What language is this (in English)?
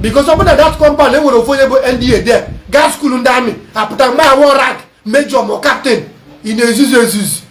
Igbo